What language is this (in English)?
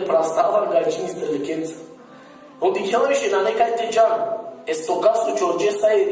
Balkan Romani